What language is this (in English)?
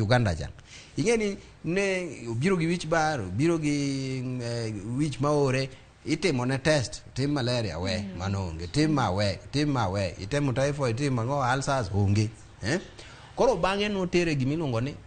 Luo (Kenya and Tanzania)